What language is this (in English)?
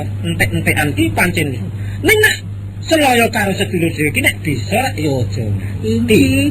Javanese